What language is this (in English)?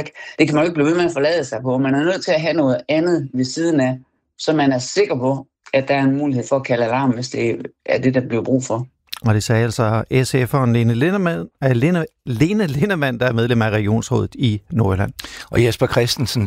Danish